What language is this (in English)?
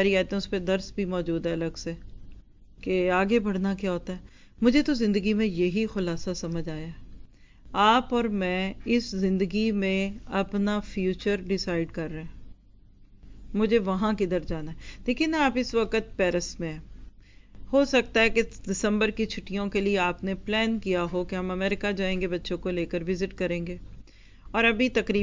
Urdu